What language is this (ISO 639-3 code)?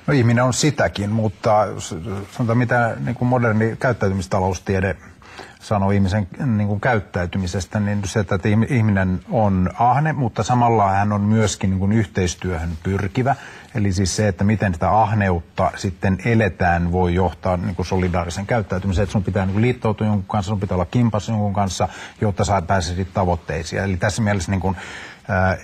fin